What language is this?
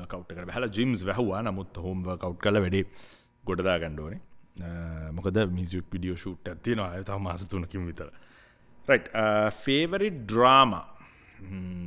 Sinhala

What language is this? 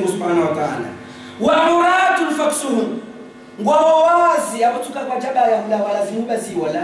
Ngazidja Comorian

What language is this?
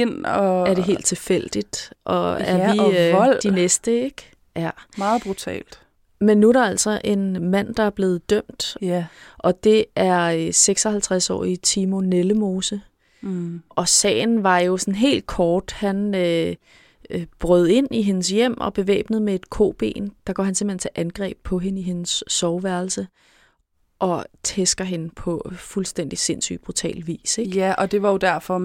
Danish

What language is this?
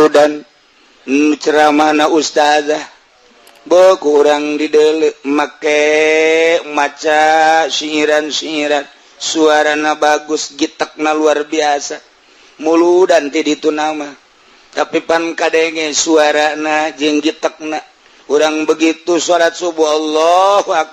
Sundanese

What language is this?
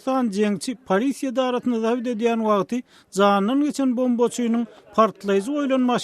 Turkmen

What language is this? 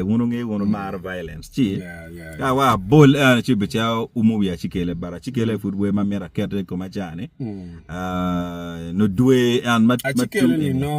Acoli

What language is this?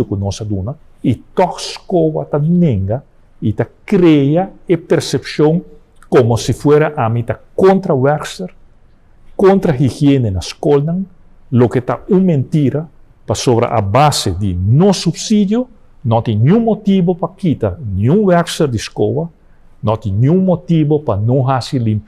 Papiamento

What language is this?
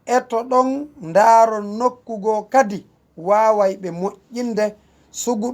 Fula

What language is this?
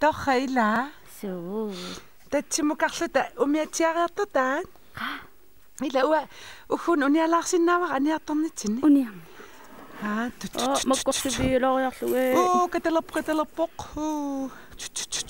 Kalaallisut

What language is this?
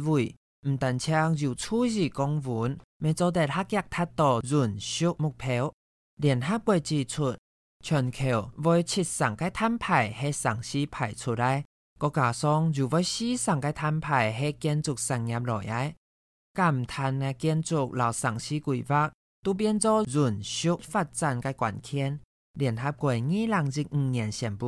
Hakka Chinese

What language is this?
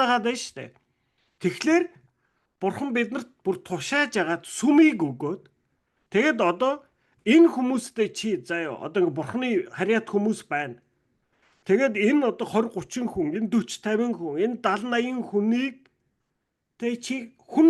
Mongolian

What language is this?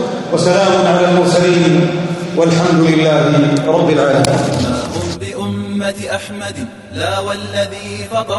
Arabic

